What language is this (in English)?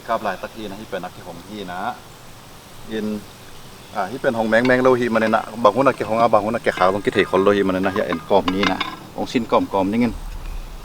Tedim Chin